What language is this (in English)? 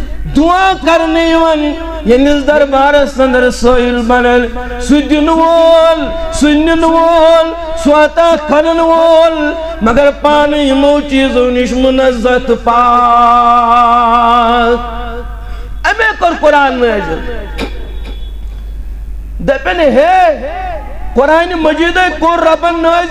Kashmiri